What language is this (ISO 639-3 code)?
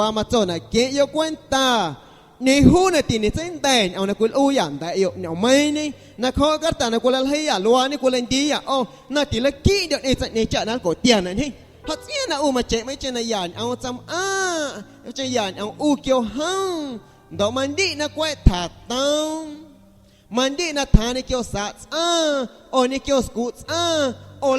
amu